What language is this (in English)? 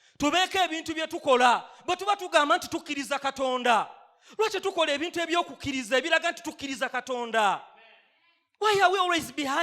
Ganda